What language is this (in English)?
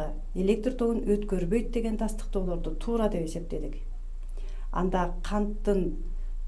Kyrgyz